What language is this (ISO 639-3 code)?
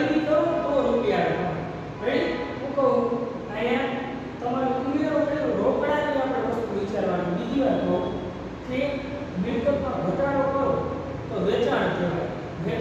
guj